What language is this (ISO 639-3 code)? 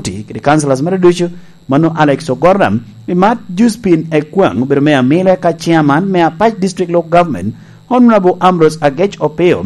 laj